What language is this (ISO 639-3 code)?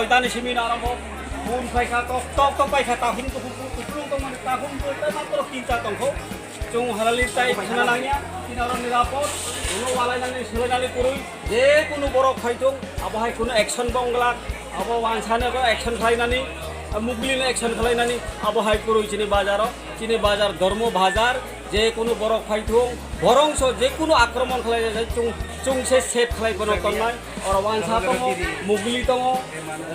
trp